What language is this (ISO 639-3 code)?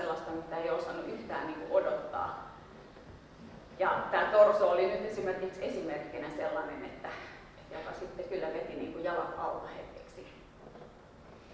fin